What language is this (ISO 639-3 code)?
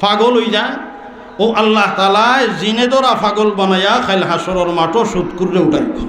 syl